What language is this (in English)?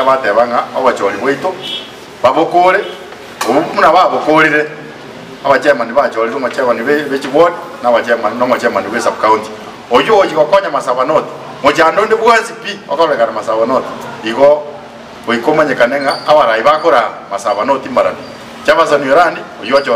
Gusii